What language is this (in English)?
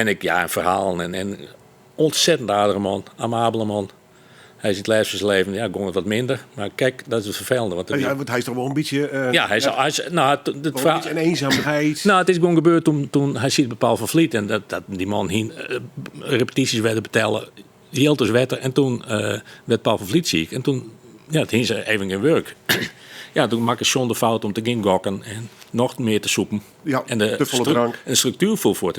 Western Frisian